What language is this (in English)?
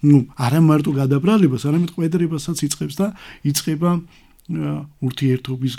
Georgian